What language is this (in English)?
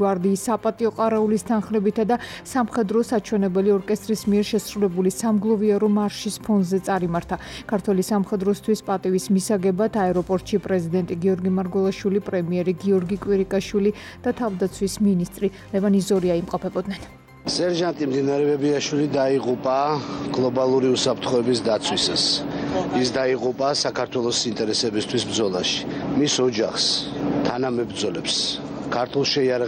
Georgian